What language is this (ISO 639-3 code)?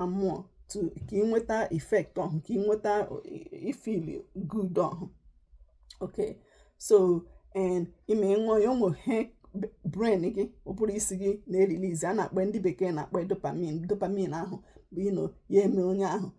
ibo